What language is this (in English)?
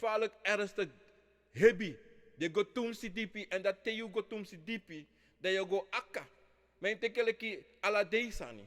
Sranan Tongo